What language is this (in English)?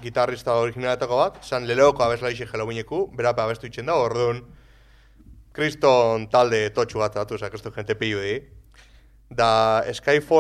Basque